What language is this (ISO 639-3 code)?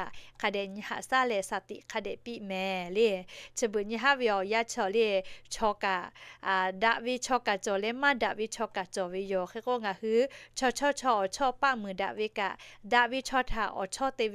lhu